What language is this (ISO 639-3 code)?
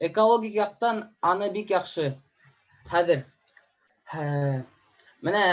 bak